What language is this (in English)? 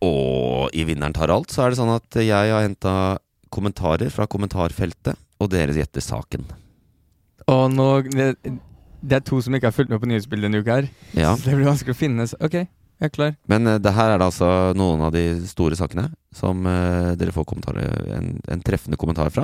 Norwegian